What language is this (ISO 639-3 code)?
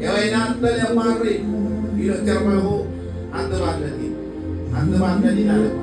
mah